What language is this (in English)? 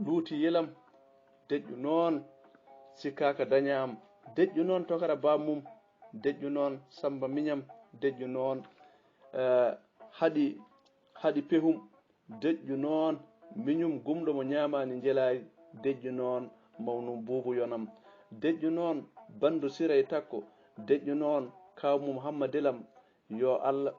Fula